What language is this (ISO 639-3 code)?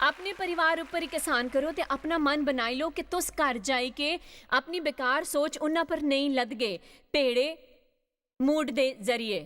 doi